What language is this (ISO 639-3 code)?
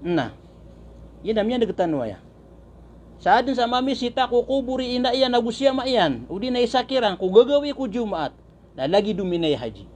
mrw